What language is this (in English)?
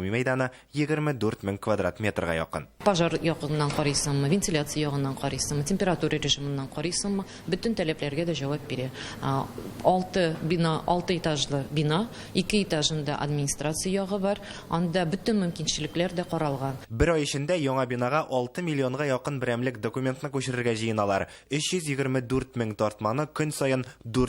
Tatar